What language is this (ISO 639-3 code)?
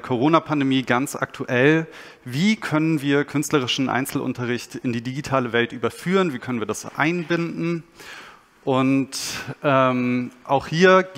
deu